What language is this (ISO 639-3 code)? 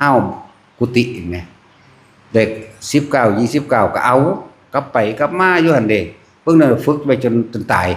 tts